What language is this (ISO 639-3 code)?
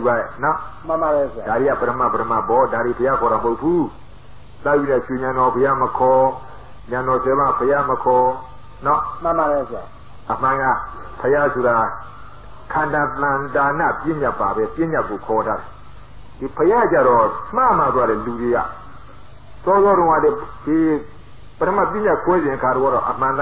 mya